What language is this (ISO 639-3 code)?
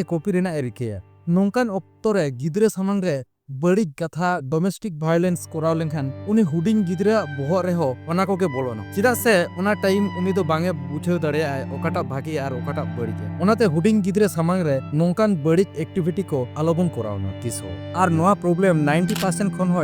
sat